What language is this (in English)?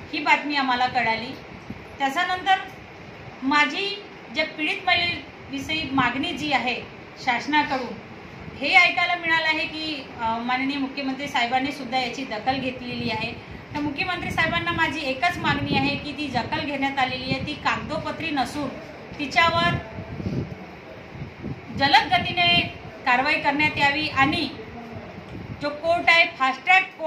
Marathi